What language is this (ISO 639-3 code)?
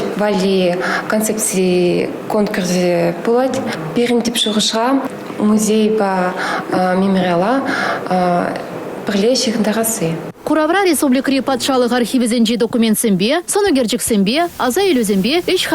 chv